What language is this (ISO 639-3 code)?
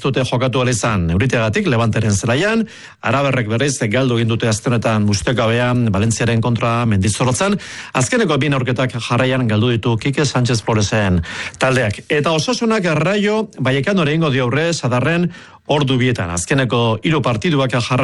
eus